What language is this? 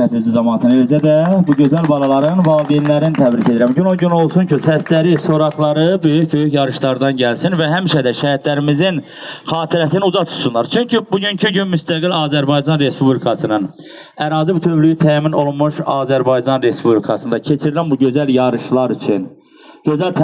Azerbaijani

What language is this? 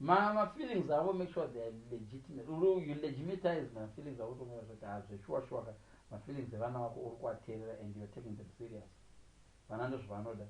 Shona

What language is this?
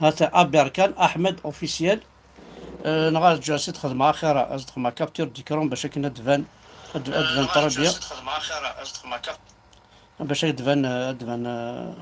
Kabyle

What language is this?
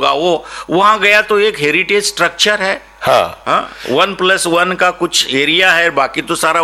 Hindi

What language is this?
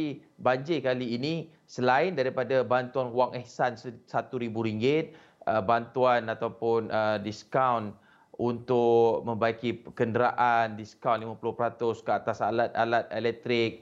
Malay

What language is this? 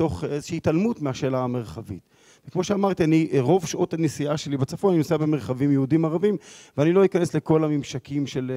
Hebrew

